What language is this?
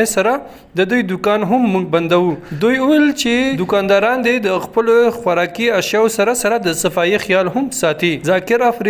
Pashto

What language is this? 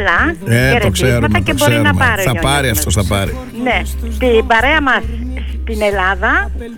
Greek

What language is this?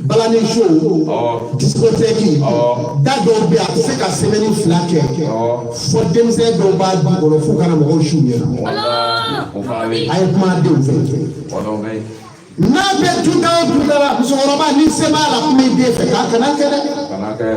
Bambara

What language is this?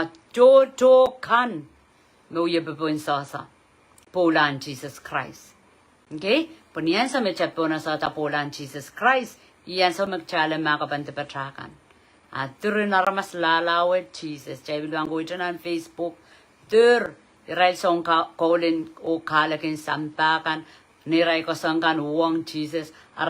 Pohnpeian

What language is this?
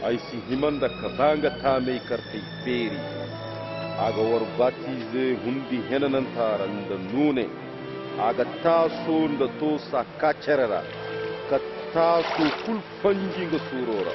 Koyraboro Senni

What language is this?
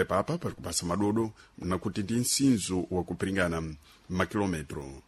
Sena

